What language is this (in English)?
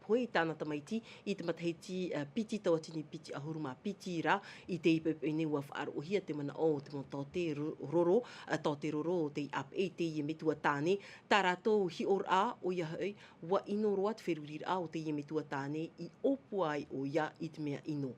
Tahitian